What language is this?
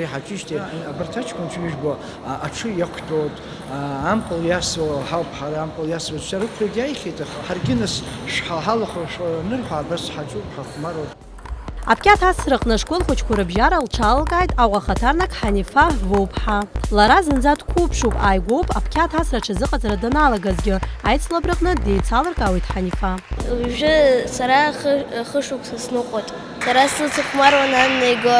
Abkhazian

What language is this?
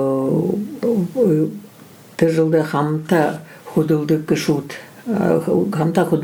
Buriat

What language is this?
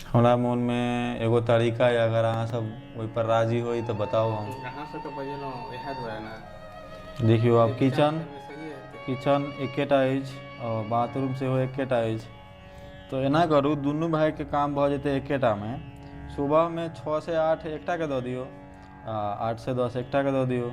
Maithili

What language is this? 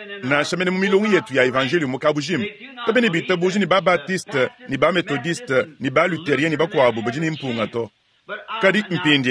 Luba-Lulua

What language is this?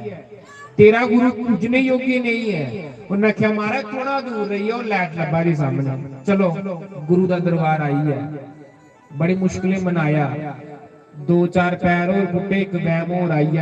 Dogri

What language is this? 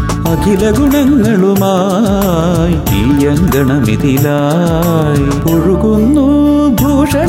Malayalam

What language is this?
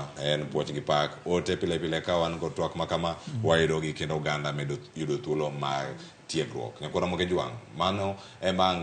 Luo (Kenya and Tanzania)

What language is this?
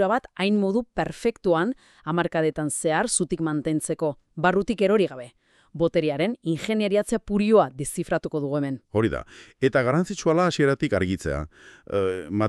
Basque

